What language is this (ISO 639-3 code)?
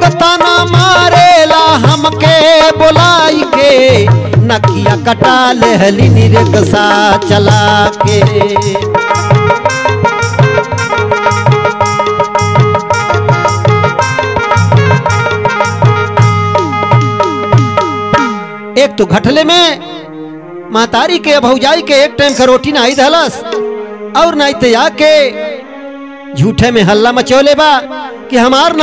bho